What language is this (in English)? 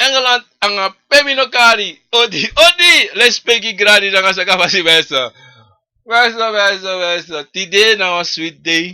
Sranan Tongo